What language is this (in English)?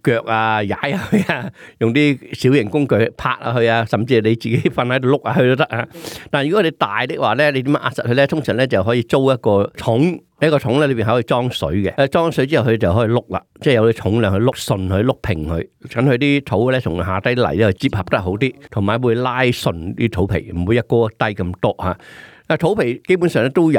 Cantonese